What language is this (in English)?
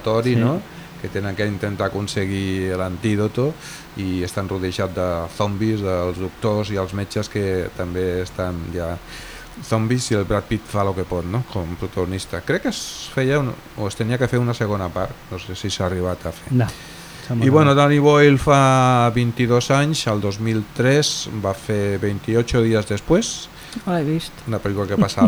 Catalan